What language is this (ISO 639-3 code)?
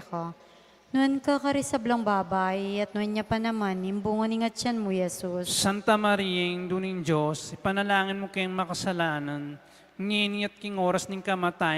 pam